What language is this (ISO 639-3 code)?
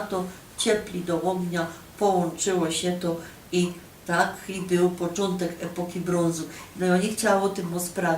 szl